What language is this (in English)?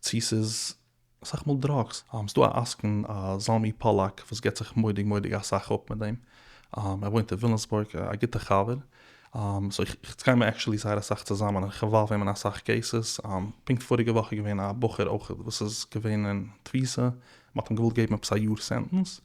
Yiddish